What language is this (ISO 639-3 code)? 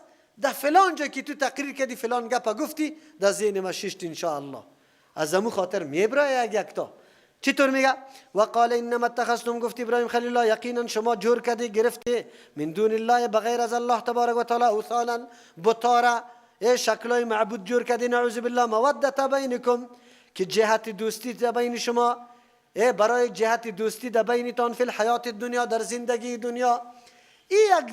fas